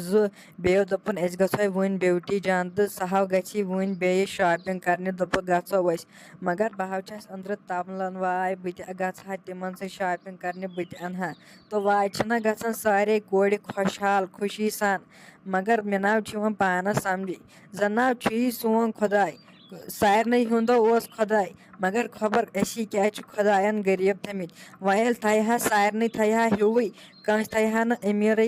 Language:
Kashmiri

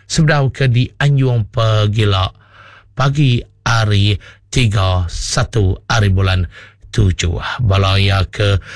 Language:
Iban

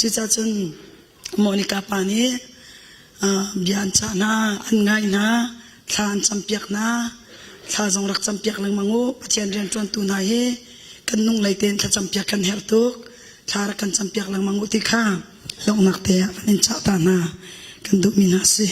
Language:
Hakha Chin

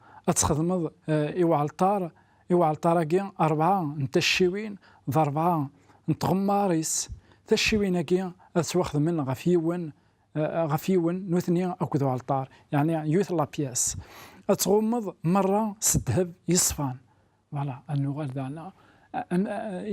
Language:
Kabyle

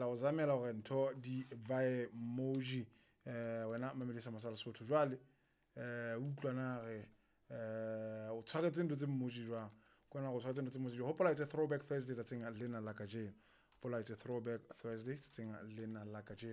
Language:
Southern Sotho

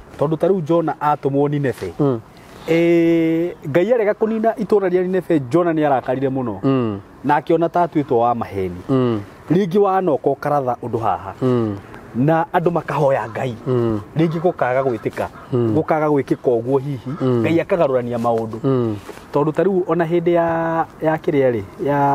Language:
Kikuyu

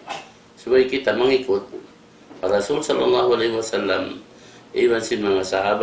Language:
Tausug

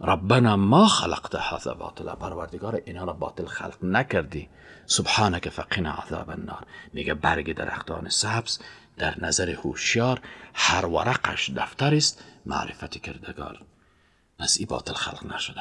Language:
Persian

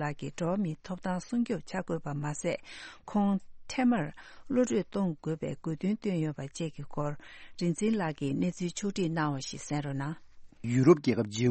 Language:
Tibetan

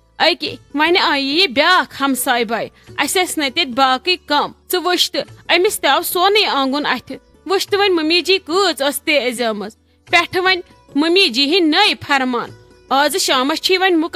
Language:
Kashmiri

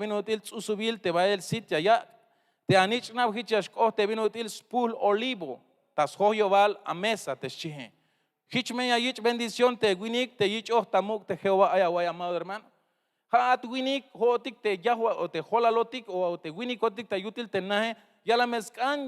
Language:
Tzeltal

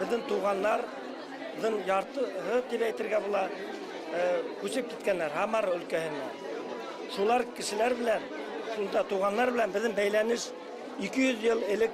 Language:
Bashkir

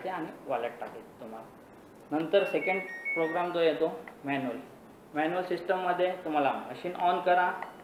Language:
Marathi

